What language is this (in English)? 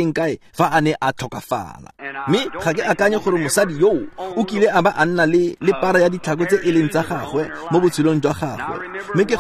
Tswana